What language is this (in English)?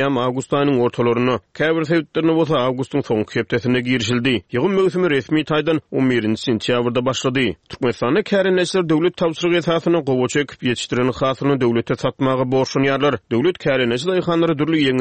Turkmen